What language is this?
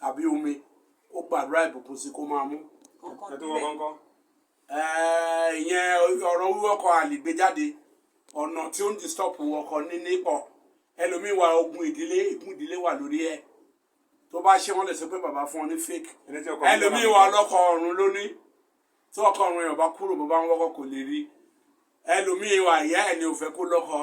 Yoruba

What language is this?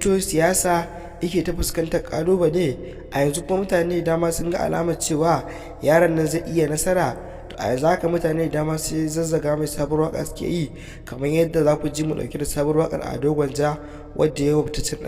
Hausa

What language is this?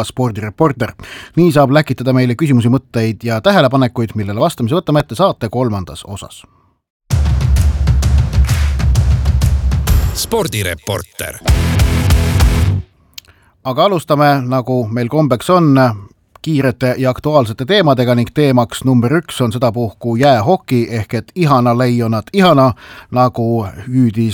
Estonian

